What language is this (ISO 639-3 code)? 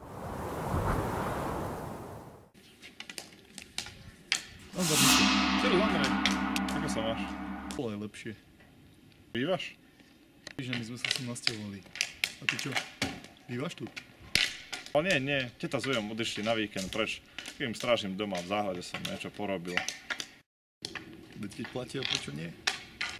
slk